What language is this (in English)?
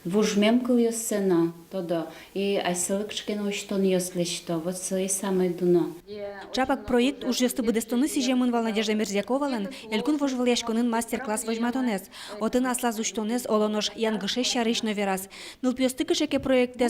Udmurt